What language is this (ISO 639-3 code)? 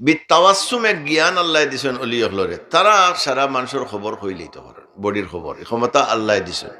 syl